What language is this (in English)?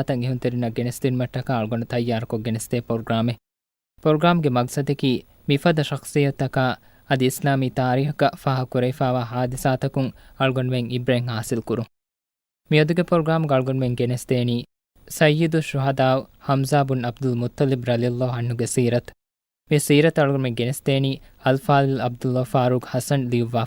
Divehi